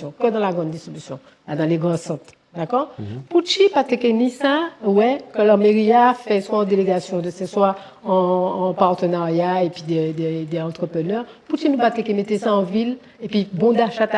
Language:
Guadeloupean Creole French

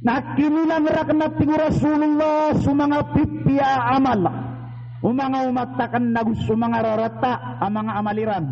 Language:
Maranao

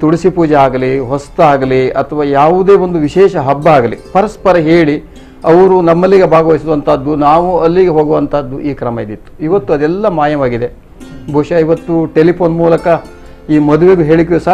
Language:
Kannada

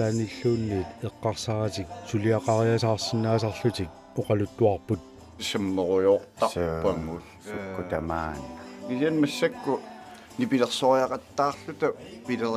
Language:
Kalaallisut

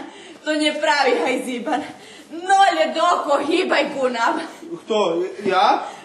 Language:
Rusyn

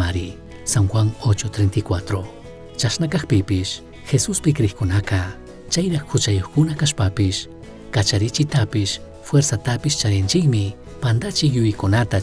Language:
Chimborazo Highland Quichua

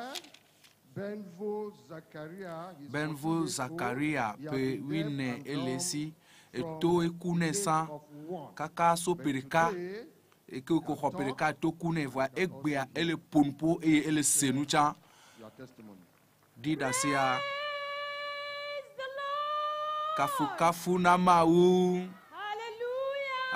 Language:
Ewe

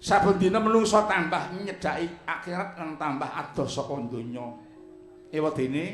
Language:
Javanese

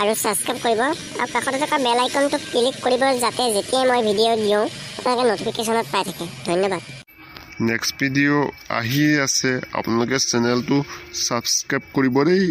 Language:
Assamese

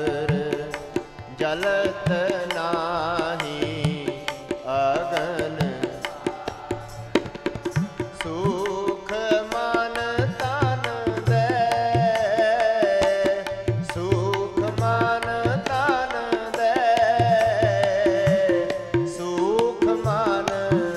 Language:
Punjabi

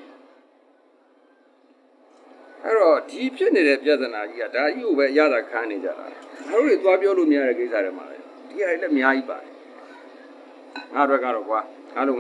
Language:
Burmese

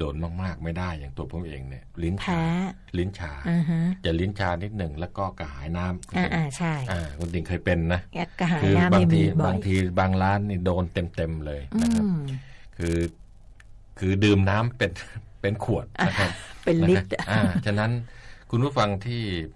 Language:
Thai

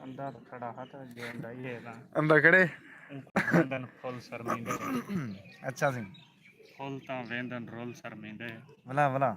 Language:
Saraiki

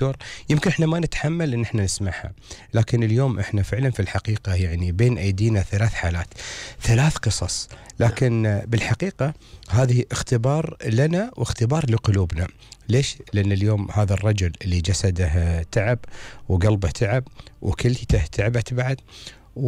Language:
Gulf Arabic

